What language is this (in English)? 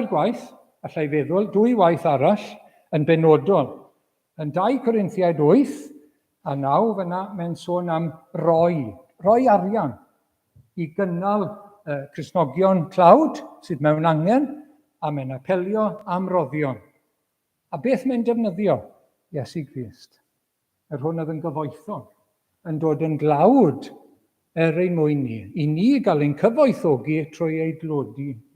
Welsh